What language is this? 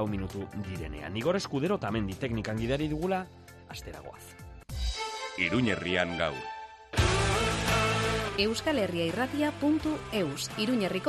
Basque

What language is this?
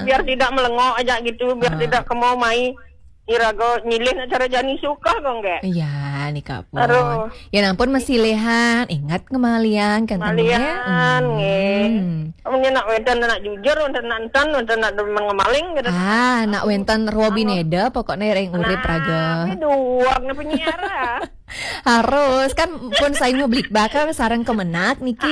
Balinese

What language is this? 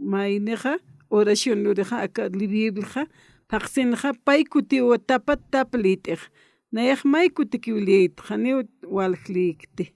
Aymara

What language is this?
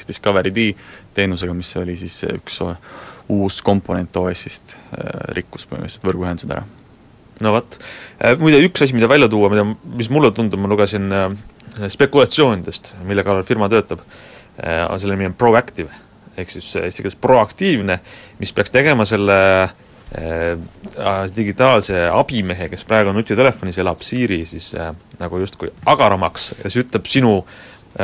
Estonian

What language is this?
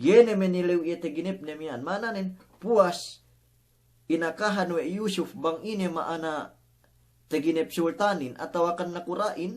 Yakan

